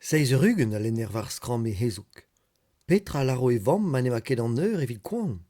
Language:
Breton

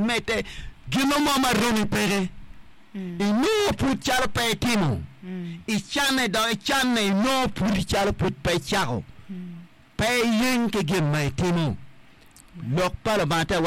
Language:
Acoli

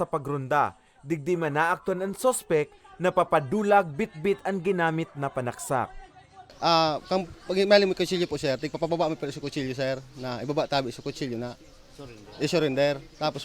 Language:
Bikol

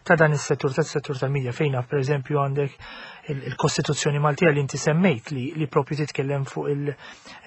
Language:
Maltese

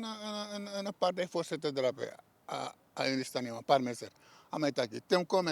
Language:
Sranan Tongo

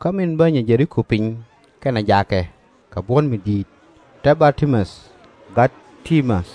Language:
Nuer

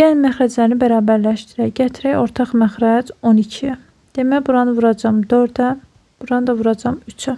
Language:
Azerbaijani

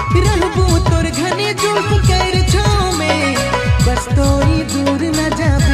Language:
Sadri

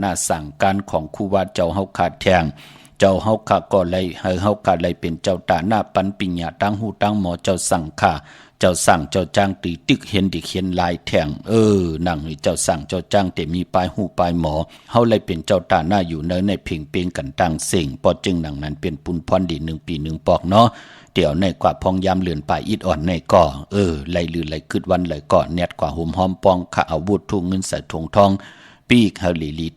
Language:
Shan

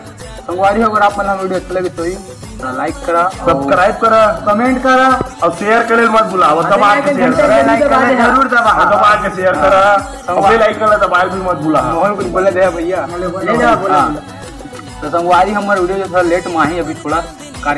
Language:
Chhattisgarhi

